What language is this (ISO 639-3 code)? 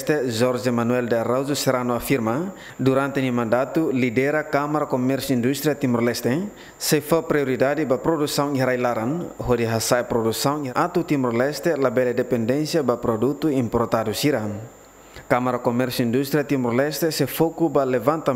tet